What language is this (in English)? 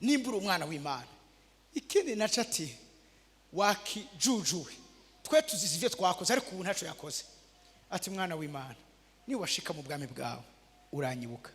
Rundi